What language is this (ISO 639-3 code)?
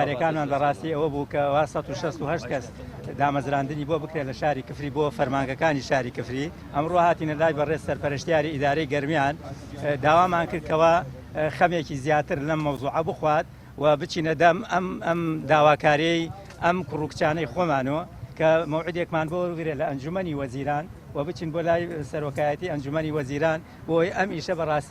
ckb